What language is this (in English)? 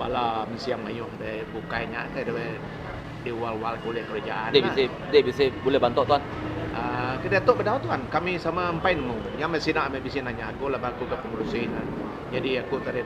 Iban